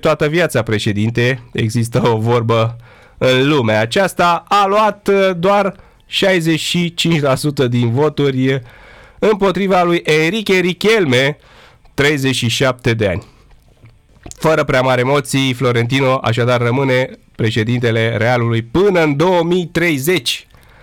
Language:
Romanian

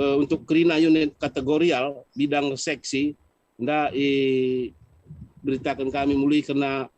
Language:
Batak Karo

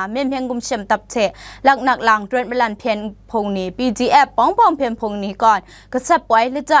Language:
Kachin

